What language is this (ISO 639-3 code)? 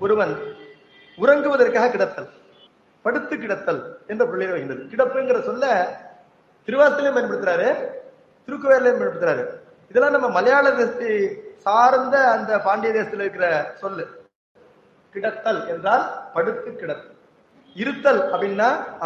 tam